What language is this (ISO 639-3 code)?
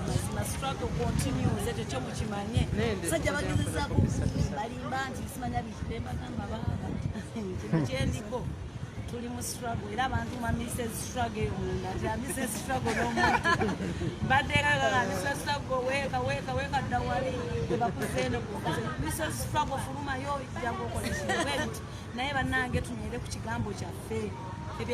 lug